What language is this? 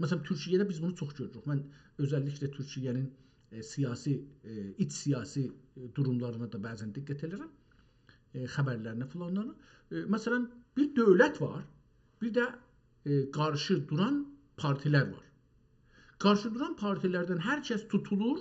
South Azerbaijani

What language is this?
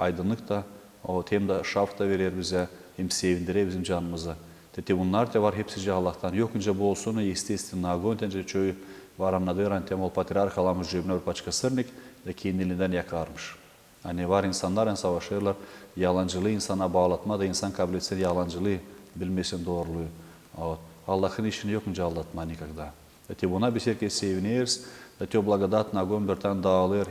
Gagauz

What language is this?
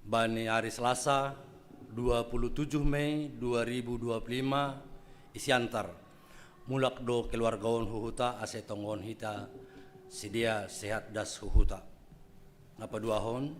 Batak Simalungun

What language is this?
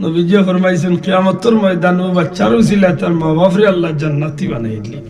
Sylheti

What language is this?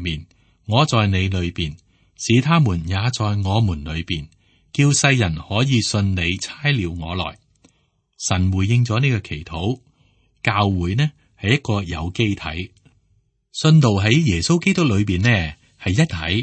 Cantonese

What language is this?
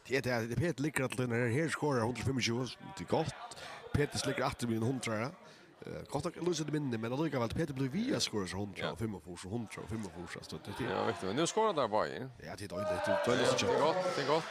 Faroese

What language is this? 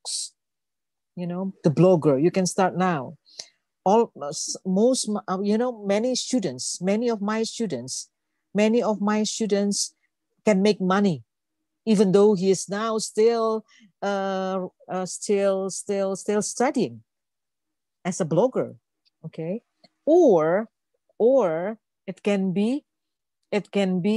English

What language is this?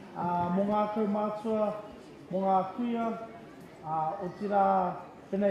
Māori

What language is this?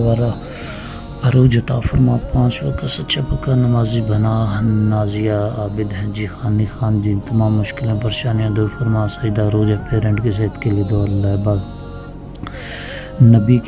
Urdu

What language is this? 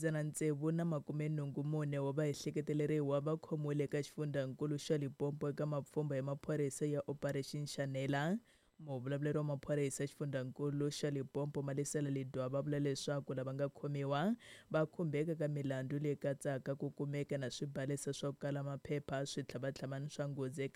Tsonga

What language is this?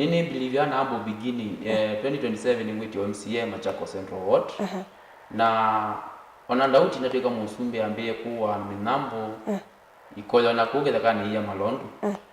Kamba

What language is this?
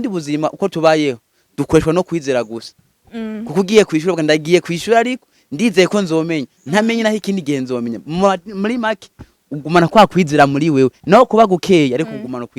Rundi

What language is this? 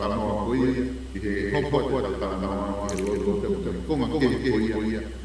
Tongan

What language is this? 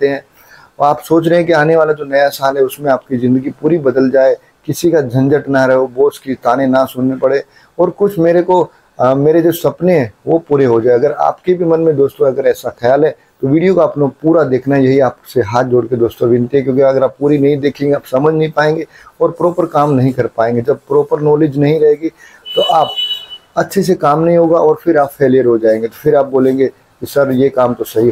Hindi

